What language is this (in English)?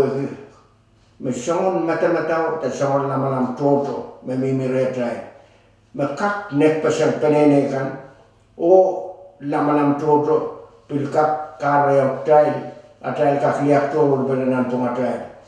Pohnpeian